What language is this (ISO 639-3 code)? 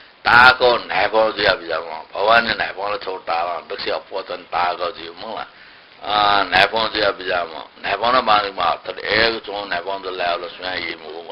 new